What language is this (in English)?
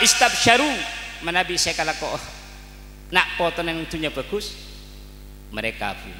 Madurese